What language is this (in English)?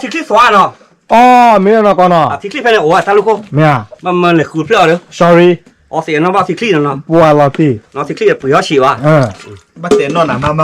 S'gaw Karen